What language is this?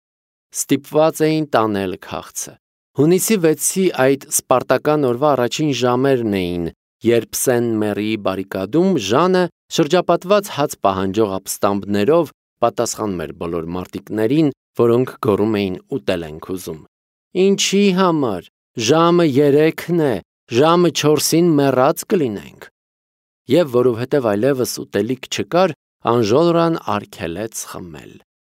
Armenian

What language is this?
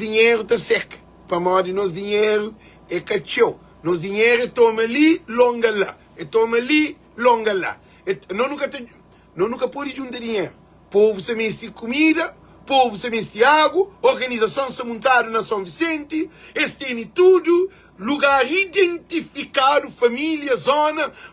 Kabuverdianu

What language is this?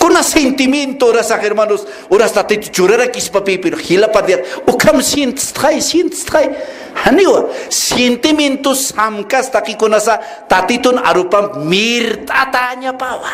Aymara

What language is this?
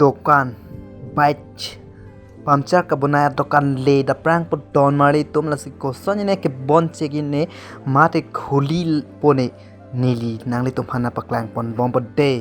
Karbi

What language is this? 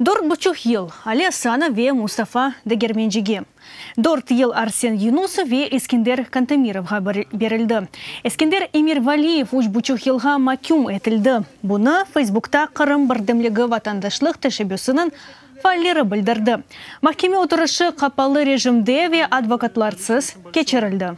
Crimean Tatar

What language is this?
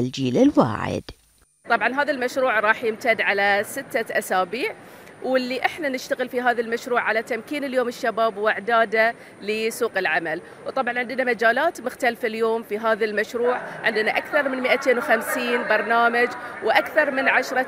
Gulf Arabic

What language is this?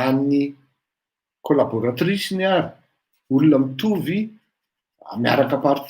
Malagasy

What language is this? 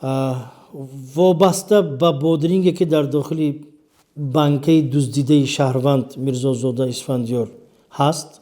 Tajik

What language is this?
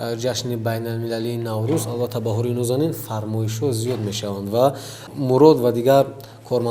Tajik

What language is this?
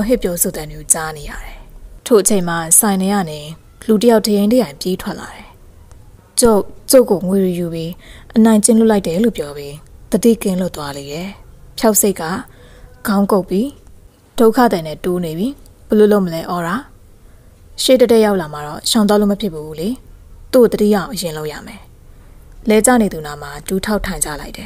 Burmese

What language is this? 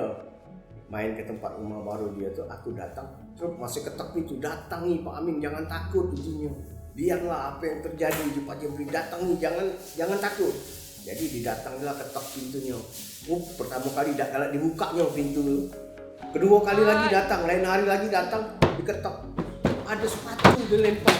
Musi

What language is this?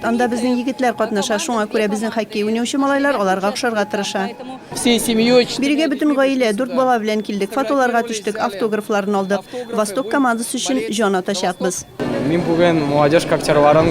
Tatar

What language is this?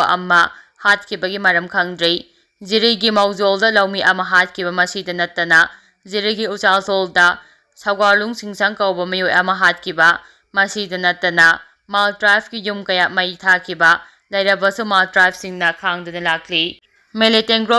Manipuri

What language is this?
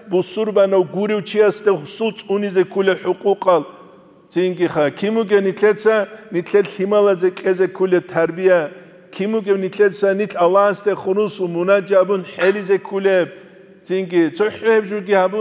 Avaric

